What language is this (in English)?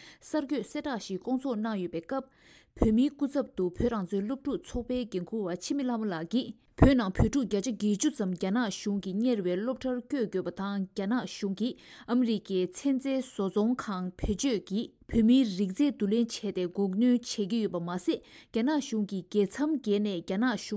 Tibetan